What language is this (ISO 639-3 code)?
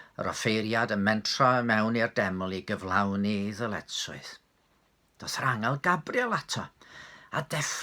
cym